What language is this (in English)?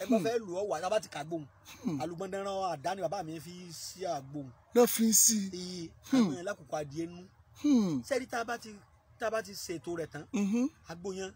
Yoruba